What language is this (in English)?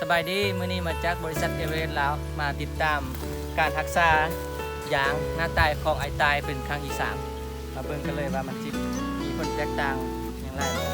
Lao